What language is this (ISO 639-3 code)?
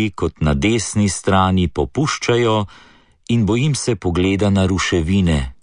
slv